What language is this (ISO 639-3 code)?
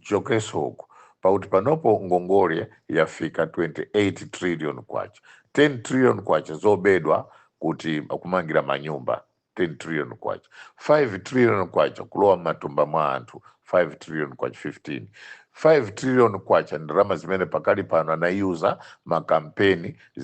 nya